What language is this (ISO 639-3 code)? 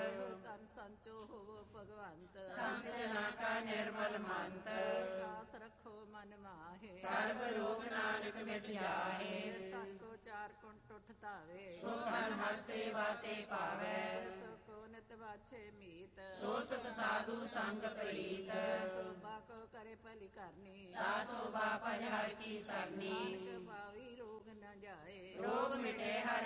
pan